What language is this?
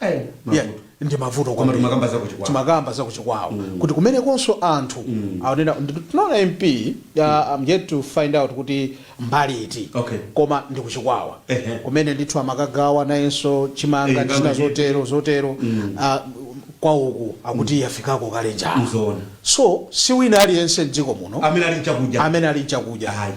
Nyanja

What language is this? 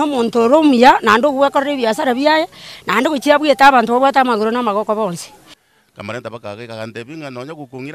Gusii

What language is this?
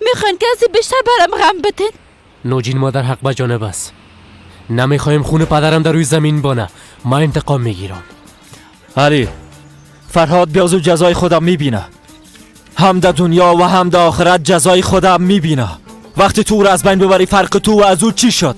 Persian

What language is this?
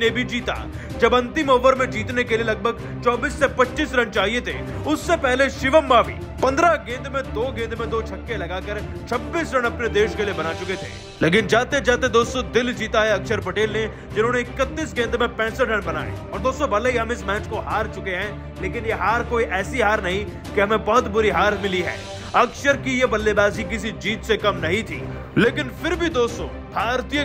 Hindi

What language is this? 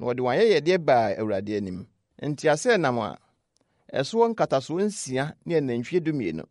Akan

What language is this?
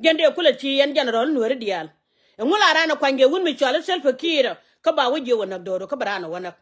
Nuer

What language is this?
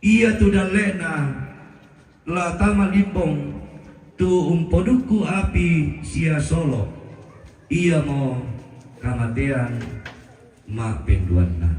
Toraja-Sa'dan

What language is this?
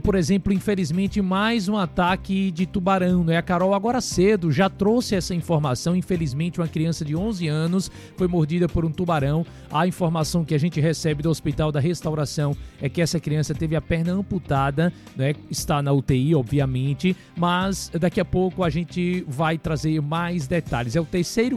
Portuguese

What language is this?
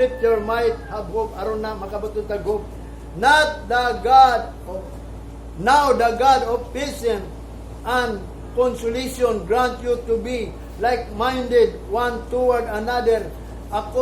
Cebuano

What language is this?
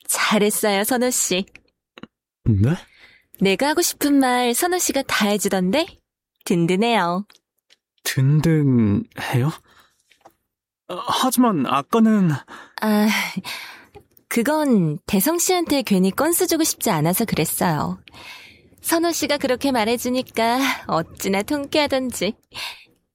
Korean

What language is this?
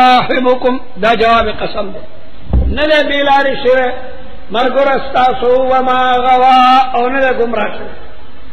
Pashto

